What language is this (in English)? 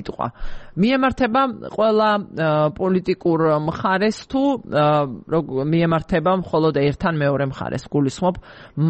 Georgian